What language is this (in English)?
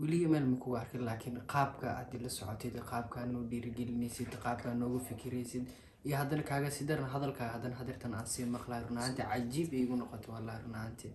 Somali